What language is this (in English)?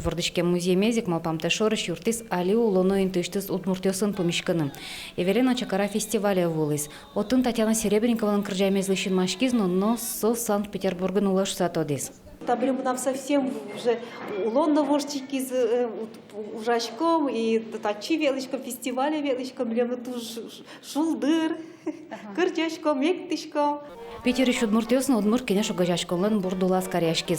Udmurt